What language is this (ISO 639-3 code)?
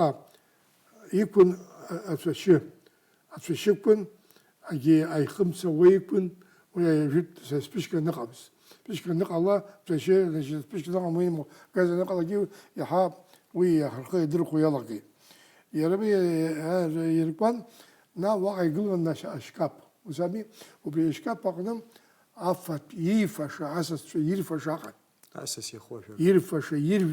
abk